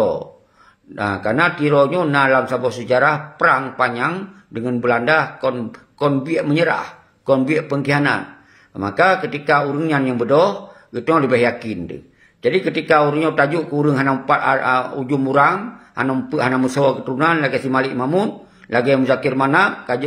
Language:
Achinese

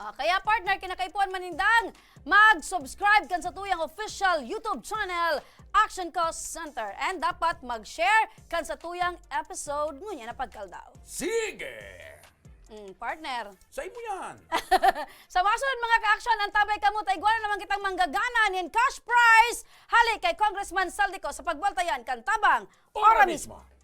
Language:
Bikol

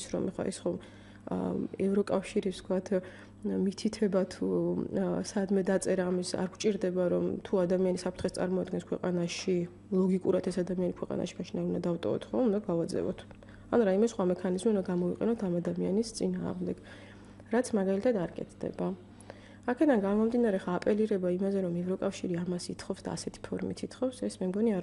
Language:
Georgian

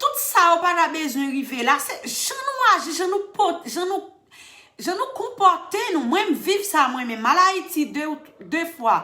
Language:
Haitian Creole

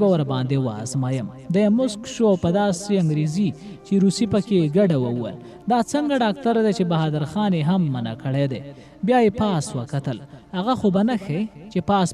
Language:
Pashto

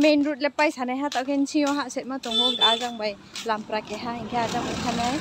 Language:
Riang (India)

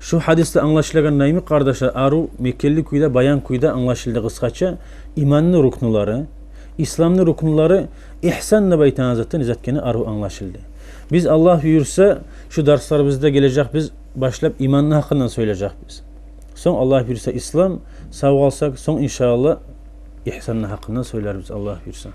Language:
Kumyk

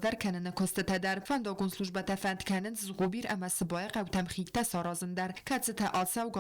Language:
Ossetic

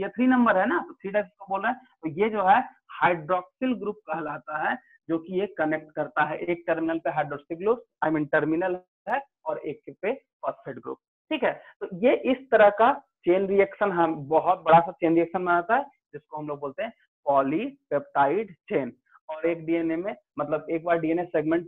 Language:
Hindi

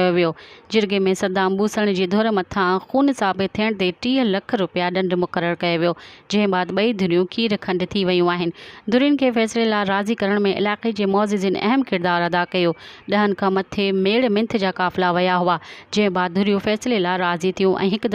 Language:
Sindhi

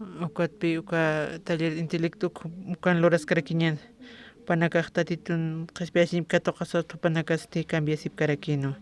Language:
Aymara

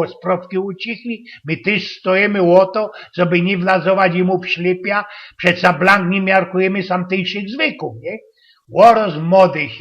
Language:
Silesian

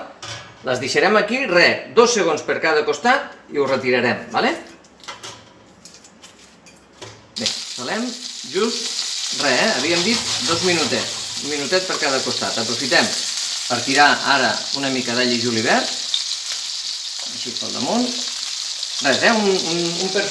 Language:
Catalan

